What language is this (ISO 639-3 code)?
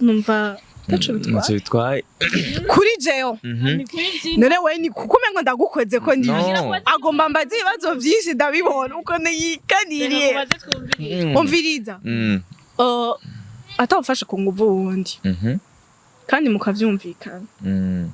run